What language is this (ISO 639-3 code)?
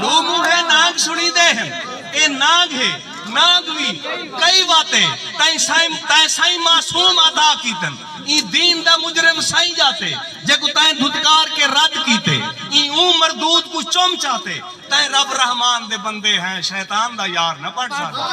skr